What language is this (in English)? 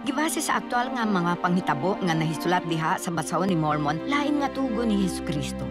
Cebuano